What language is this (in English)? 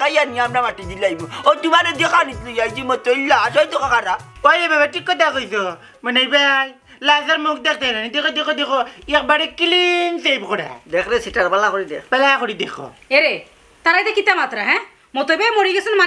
Sylheti